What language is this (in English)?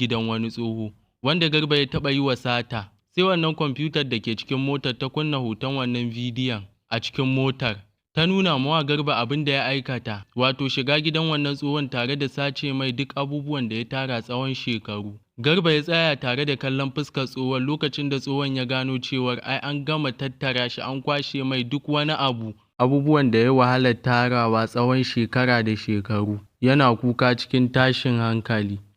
Hausa